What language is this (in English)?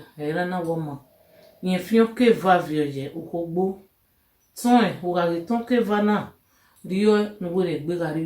Bini